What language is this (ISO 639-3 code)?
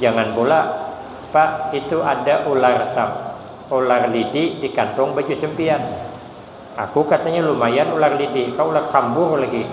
bjn